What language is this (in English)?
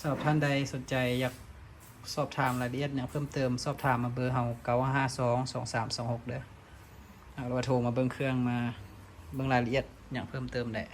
Lao